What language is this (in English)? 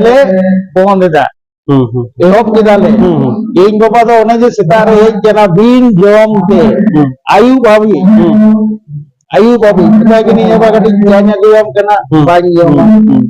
Santali